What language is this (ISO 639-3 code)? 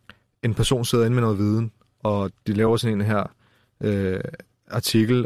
dan